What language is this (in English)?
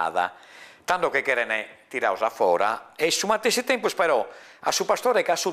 Sardinian